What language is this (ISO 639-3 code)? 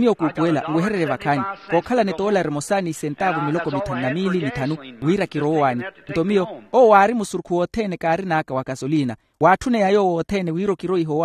vmw